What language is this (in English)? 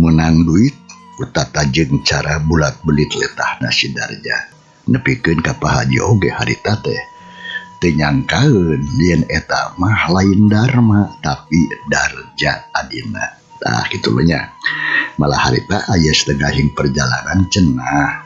Sundanese